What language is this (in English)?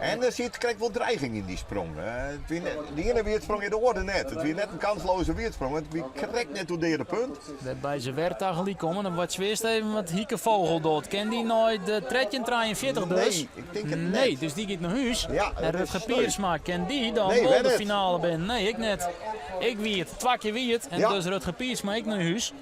Western Frisian